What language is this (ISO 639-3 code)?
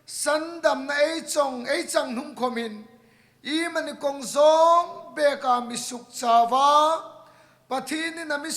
hmr